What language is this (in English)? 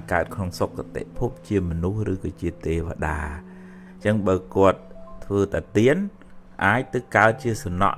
Khmer